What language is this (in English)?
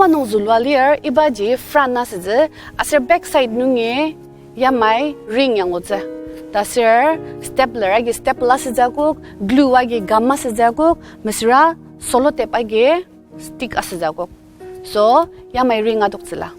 Ao Naga